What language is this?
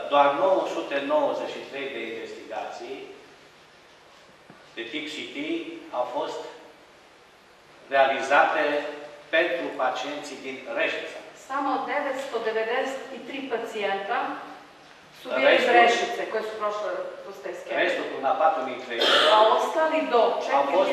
Serbian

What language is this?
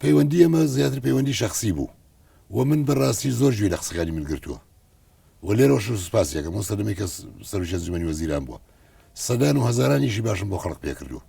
Central Kurdish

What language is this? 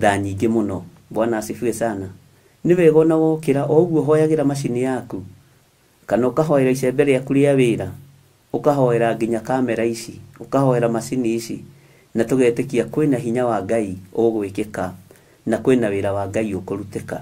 Kikuyu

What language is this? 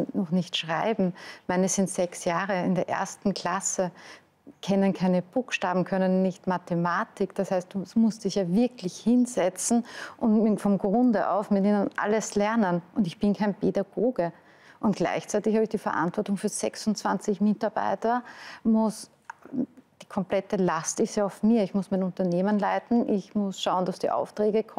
German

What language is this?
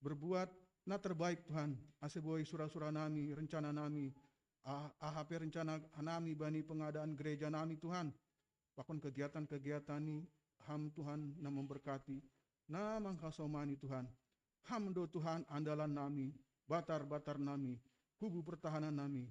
Batak Simalungun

